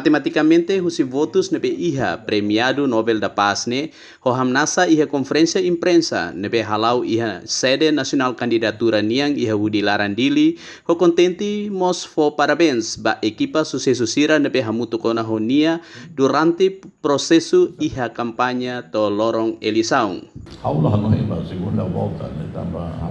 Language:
Tetum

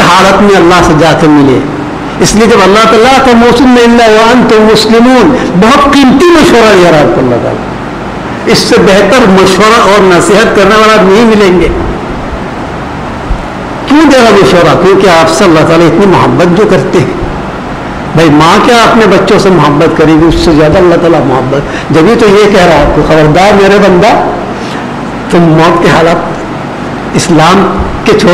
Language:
Urdu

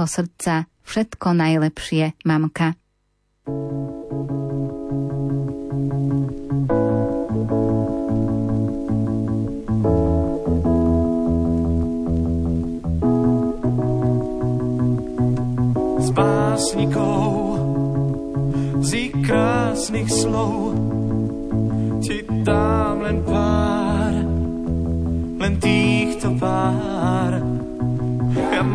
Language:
Slovak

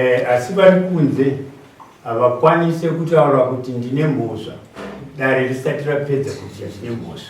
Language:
Shona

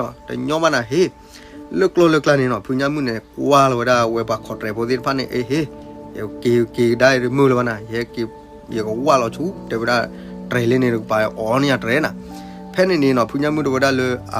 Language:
S'gaw Karen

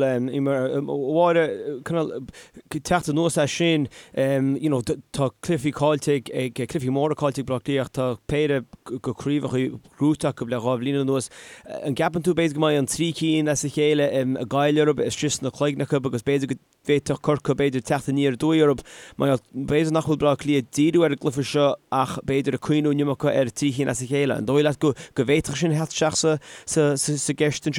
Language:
Irish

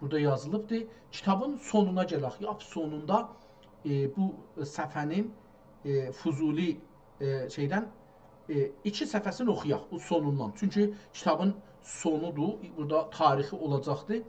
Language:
South Azerbaijani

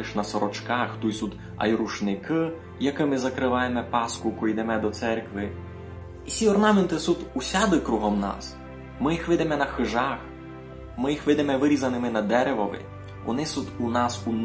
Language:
Rusyn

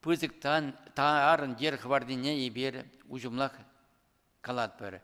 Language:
Chuvash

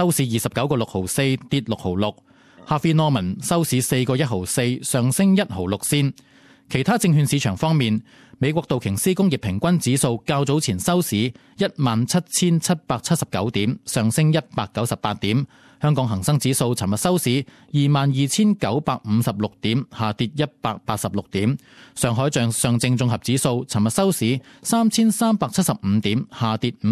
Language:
Cantonese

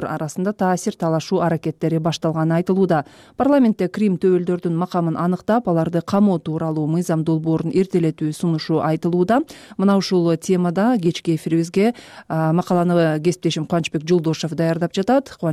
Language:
Kyrgyz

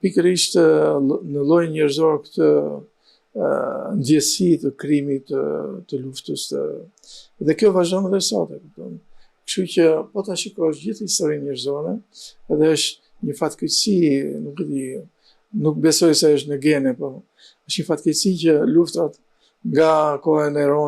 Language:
Albanian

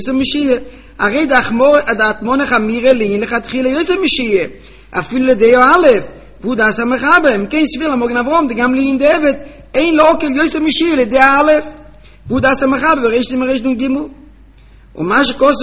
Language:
Hebrew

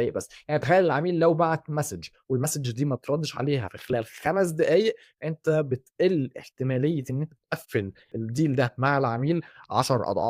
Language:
Egyptian Arabic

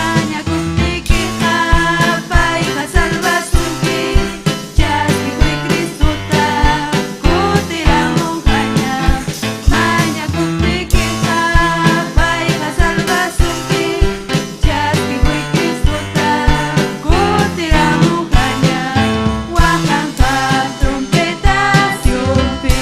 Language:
Ayacucho Quechua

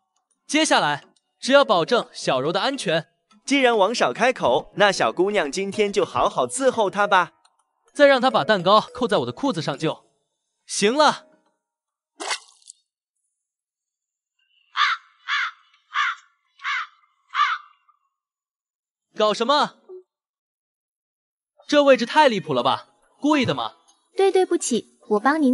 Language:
Chinese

